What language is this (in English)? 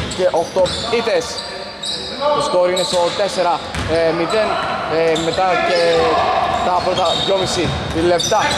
Greek